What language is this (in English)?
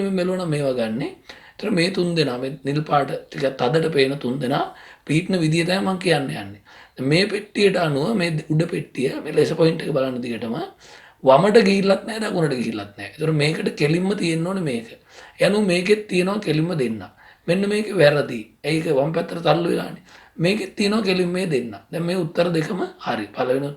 Sinhala